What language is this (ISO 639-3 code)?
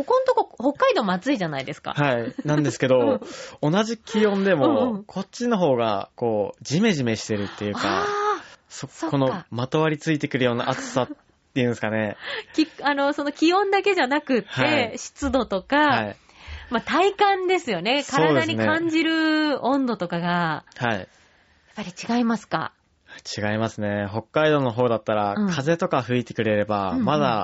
jpn